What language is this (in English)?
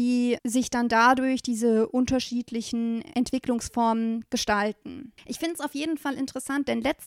German